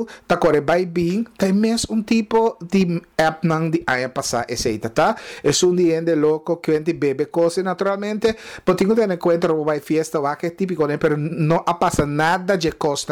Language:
Papiamento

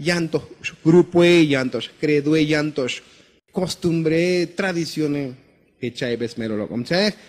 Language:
Tzotzil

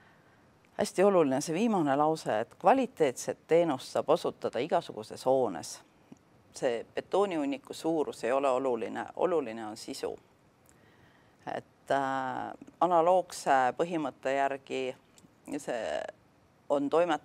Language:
Estonian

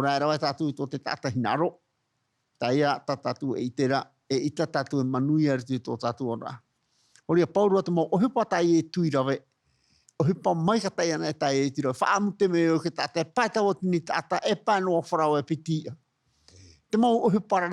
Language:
Tahitian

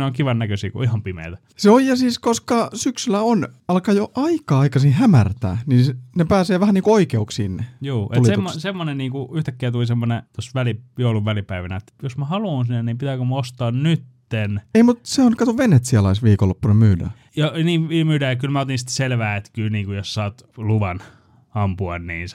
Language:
Finnish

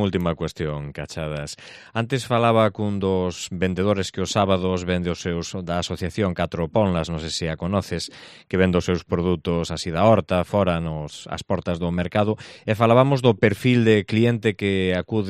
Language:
Galician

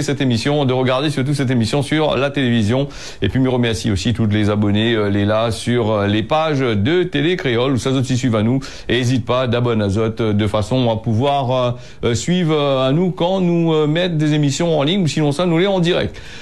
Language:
French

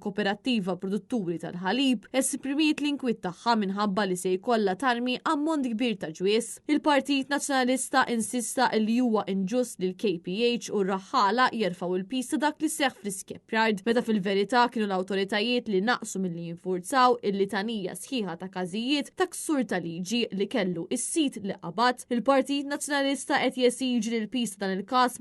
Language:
Maltese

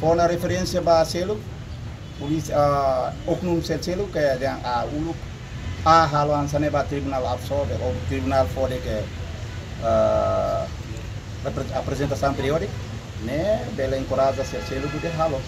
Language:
Tetum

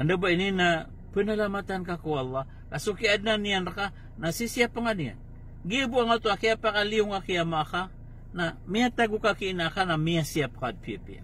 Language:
Maranao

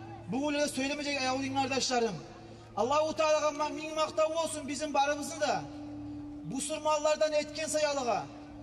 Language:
Kumyk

